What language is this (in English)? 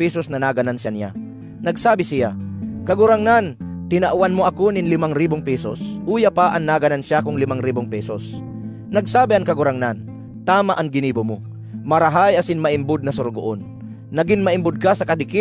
Bikol